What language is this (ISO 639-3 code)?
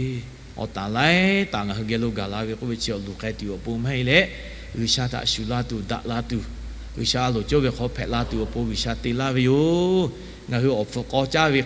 lhu